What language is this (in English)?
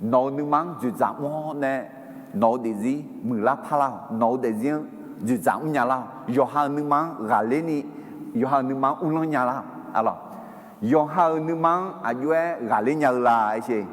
Akha